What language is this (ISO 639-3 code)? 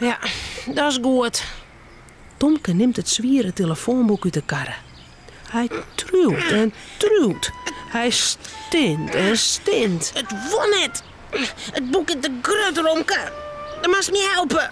fry